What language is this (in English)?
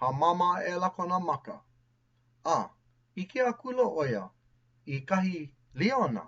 Hawaiian